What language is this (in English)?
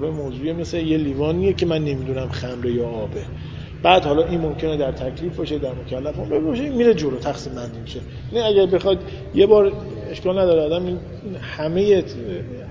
Persian